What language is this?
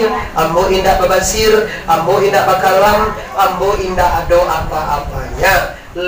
Minangkabau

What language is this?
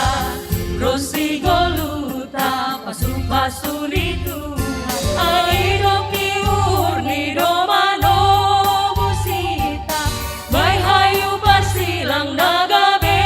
Batak Simalungun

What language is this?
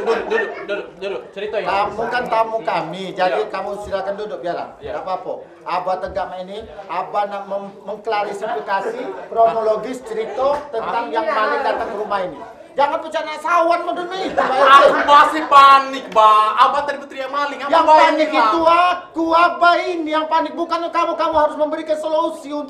Musi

